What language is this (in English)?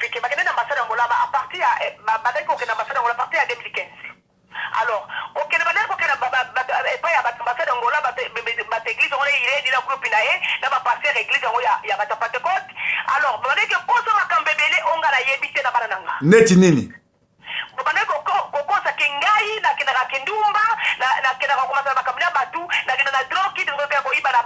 Lingala